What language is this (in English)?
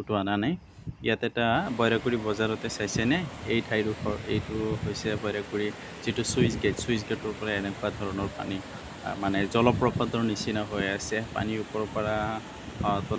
Assamese